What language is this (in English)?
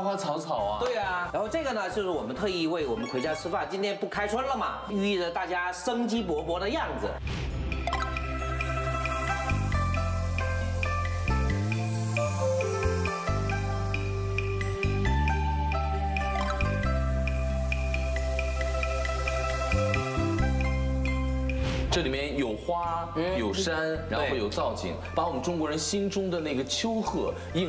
Chinese